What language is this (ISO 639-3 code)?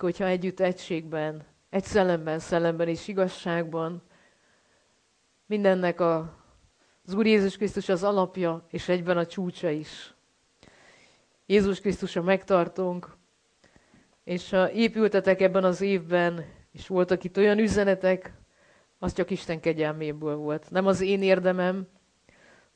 hun